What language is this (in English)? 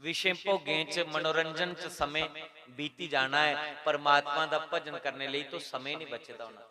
Dogri